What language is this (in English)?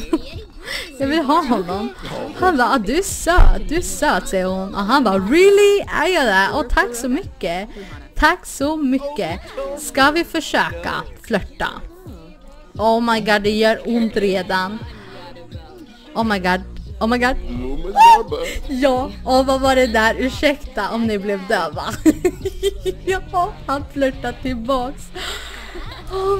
Swedish